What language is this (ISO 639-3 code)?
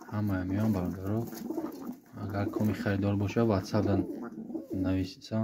tgk